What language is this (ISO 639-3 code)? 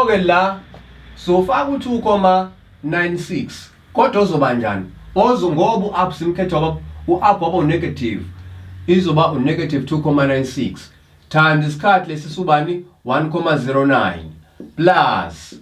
zul